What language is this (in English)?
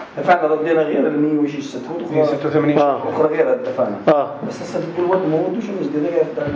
North Levantine Arabic